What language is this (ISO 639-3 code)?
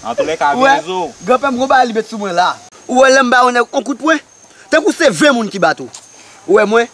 hat